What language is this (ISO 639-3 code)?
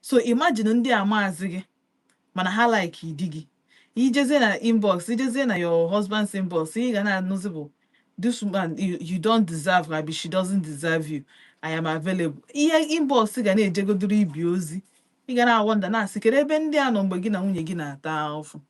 ibo